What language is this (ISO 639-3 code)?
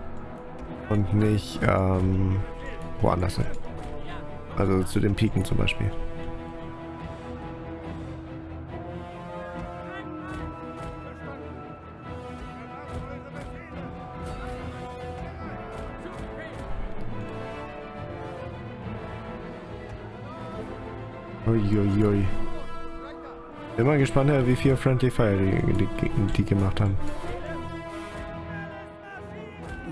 deu